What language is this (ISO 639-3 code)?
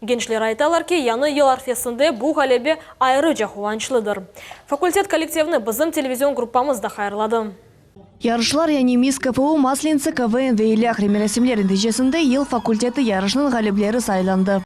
crh